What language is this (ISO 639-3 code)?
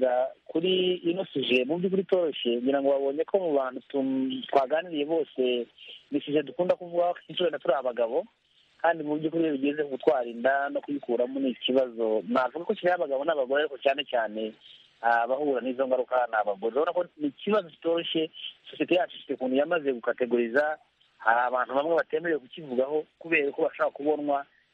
kin